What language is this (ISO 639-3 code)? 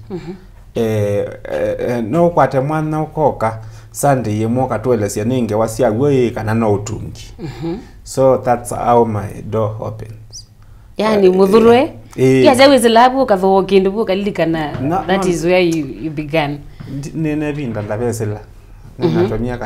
kam